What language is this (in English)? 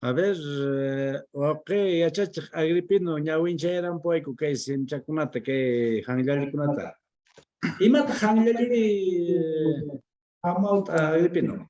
Quechua